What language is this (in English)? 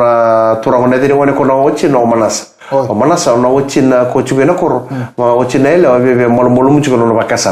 Fijian